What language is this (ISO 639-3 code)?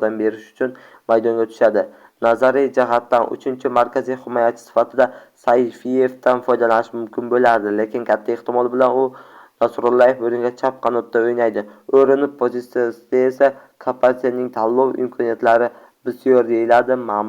uzb